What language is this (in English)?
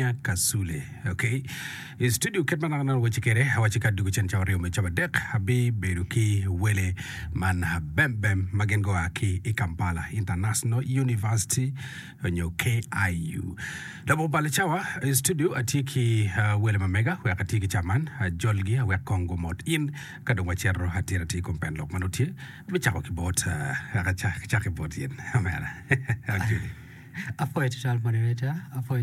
Acoli